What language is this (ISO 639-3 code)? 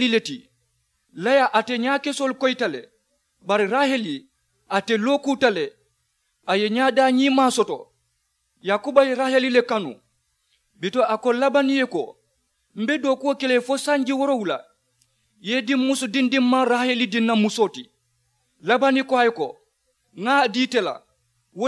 man